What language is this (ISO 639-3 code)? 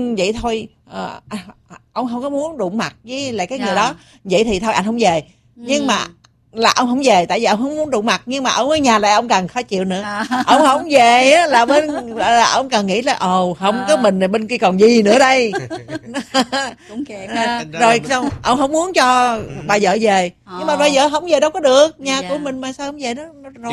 vie